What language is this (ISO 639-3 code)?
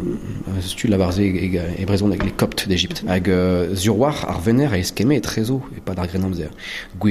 bre